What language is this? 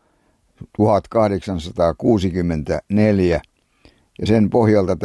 Finnish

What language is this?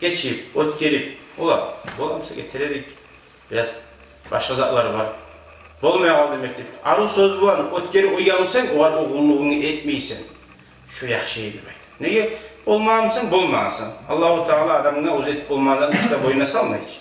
Kumyk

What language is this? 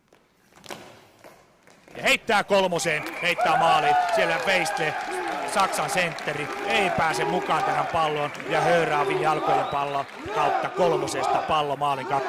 Finnish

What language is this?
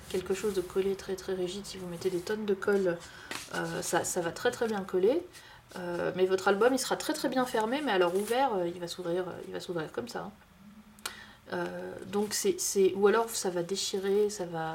French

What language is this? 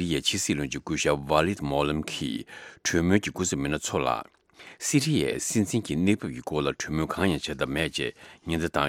Tibetan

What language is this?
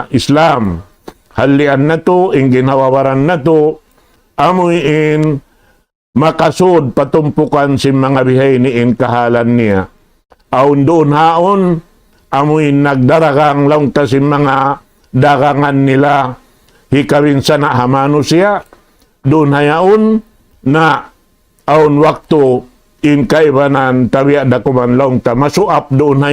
Tausug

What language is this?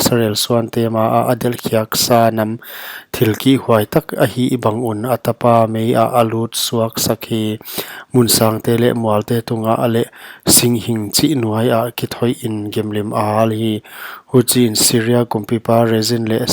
Paite Chin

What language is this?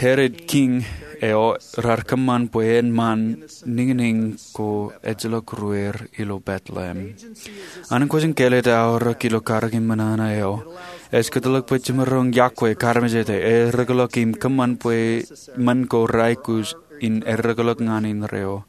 Marshallese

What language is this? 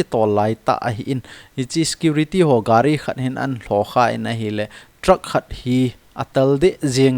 Thado Chin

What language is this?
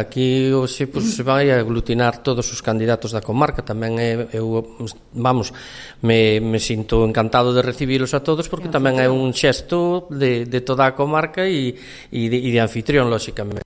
Galician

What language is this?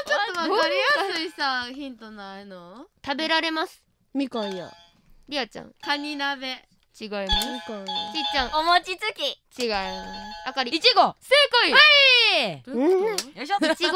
Japanese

